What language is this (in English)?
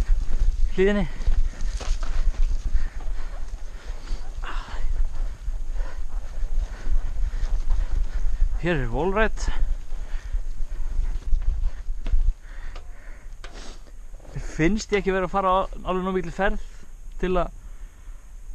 Icelandic